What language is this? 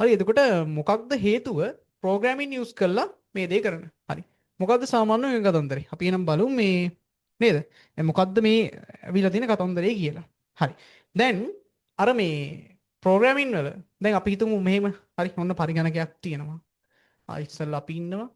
Sinhala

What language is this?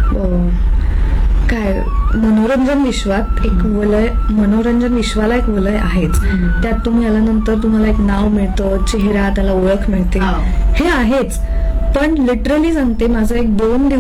Marathi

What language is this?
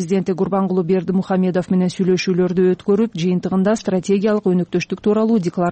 Kyrgyz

